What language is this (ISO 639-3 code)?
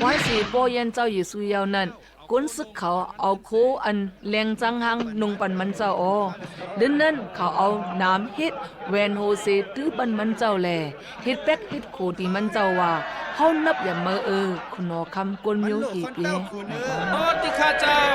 shn